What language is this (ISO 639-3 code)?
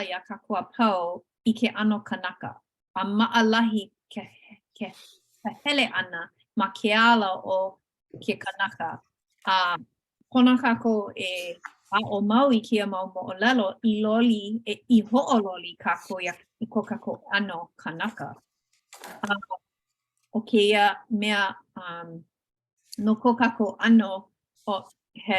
haw